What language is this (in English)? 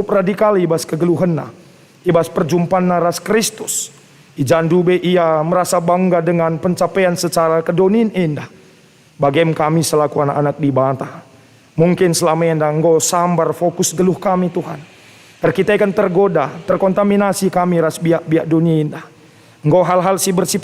Batak Karo